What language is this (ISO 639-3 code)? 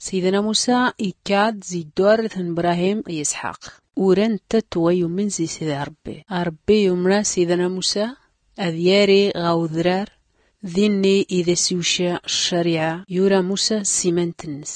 shi